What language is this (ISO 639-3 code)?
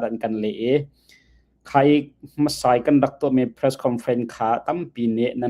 cnh